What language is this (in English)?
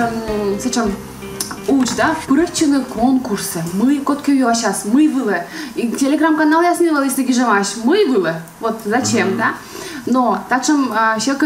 Komi